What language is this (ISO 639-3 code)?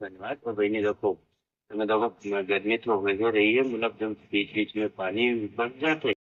awa